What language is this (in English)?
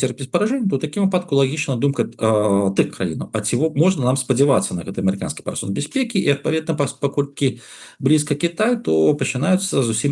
Belarusian